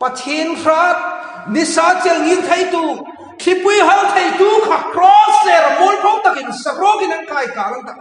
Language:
Hmar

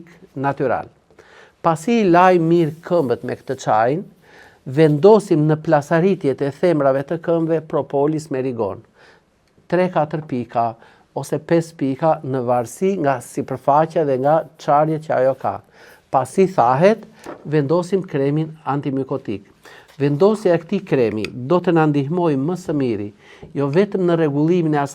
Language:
Albanian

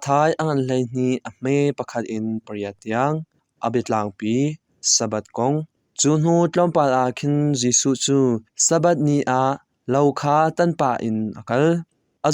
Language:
Hakha Chin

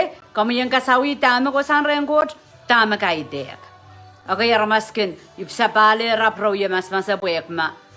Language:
Pohnpeian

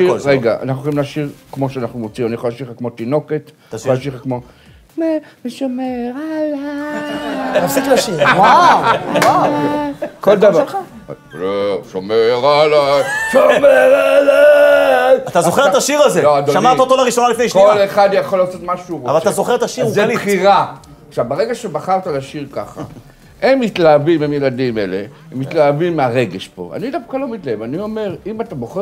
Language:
Hebrew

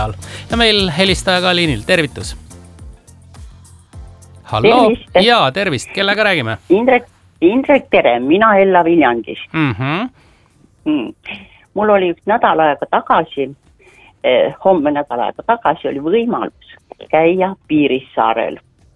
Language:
Estonian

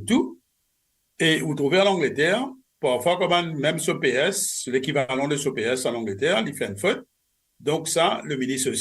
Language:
Morisyen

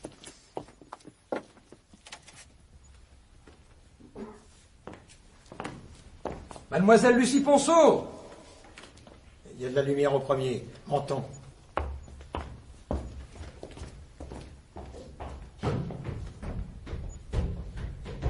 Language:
French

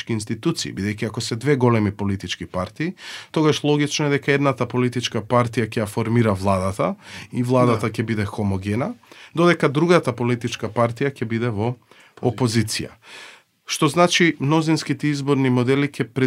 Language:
Macedonian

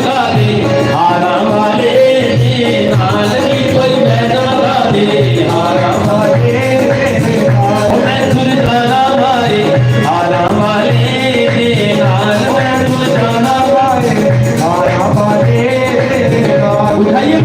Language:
Dogri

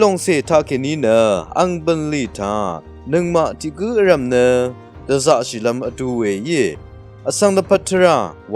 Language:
Rawang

